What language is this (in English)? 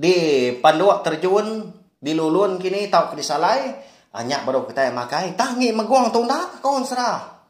Iban